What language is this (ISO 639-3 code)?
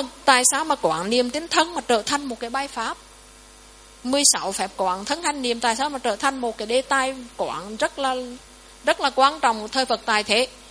vie